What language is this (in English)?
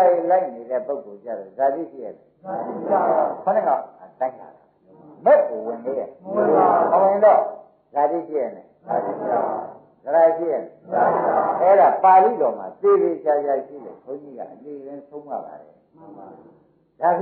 Burmese